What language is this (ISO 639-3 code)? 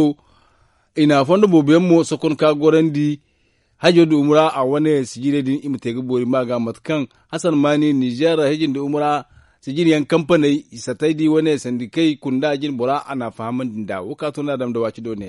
dje